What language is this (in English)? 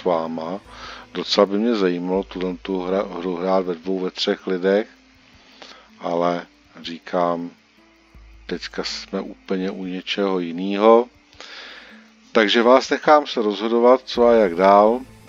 Czech